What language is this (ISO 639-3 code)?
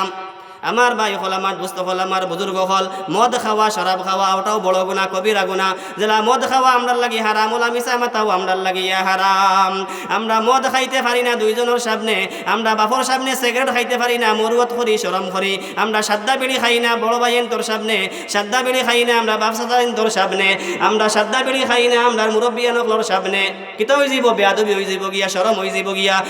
syl